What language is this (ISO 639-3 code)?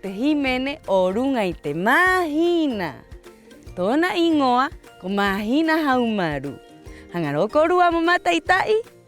rap